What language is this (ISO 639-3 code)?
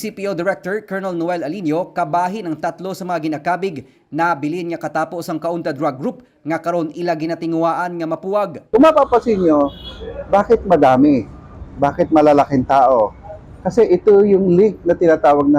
hil